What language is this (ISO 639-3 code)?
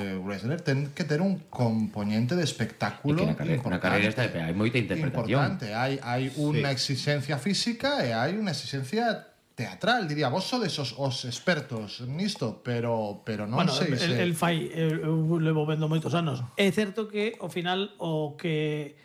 glg